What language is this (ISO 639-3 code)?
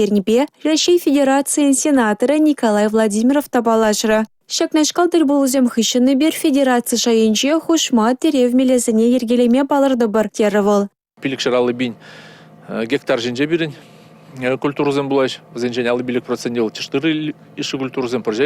chv